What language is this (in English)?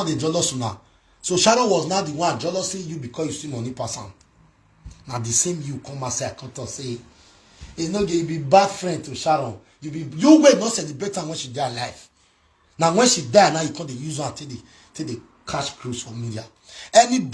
Nigerian Pidgin